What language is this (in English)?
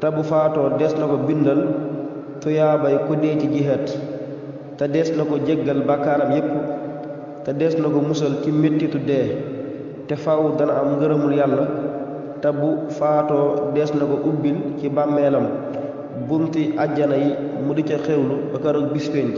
Wolof